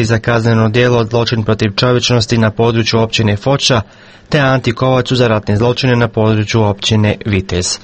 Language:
Croatian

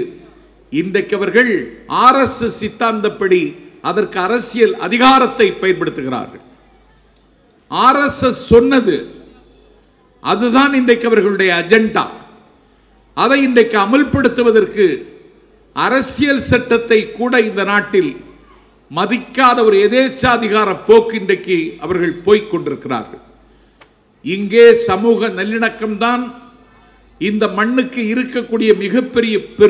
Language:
Tamil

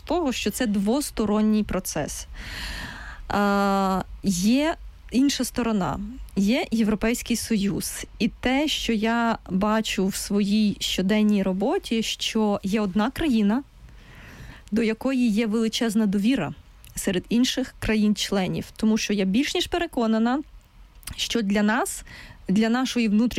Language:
Ukrainian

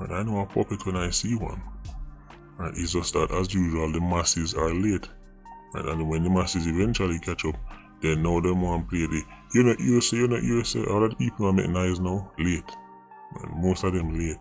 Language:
Jamaican Creole English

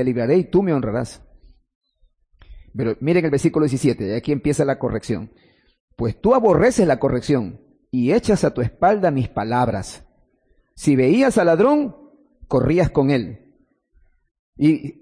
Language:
Spanish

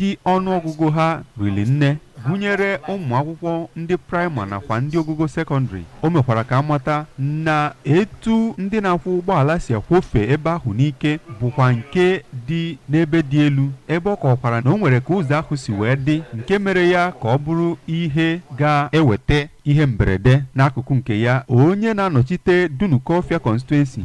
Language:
Igbo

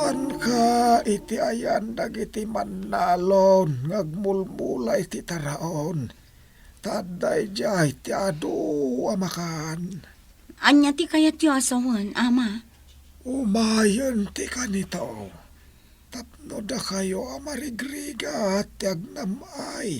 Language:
Iloko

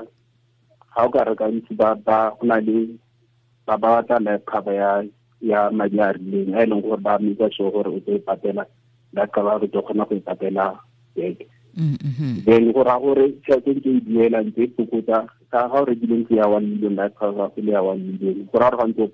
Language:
Tswana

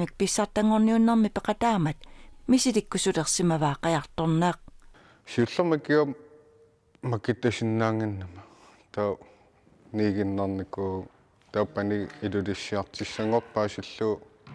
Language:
Kalaallisut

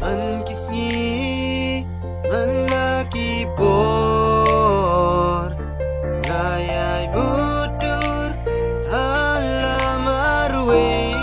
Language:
Khasi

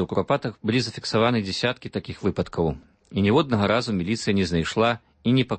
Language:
Belarusian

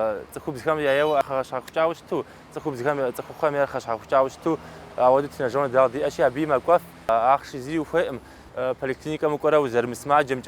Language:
Kabardian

